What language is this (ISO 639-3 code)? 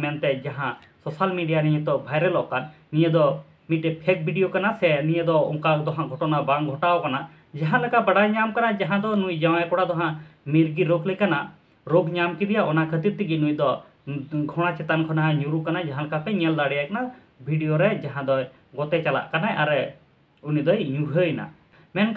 sat